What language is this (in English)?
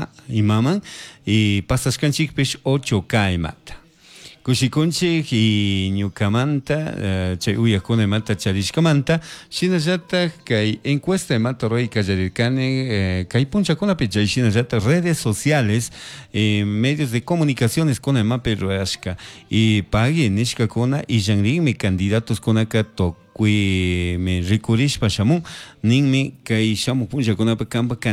Chimborazo Highland Quichua